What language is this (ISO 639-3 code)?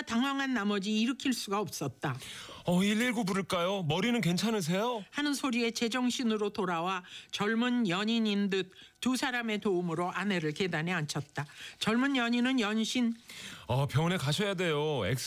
kor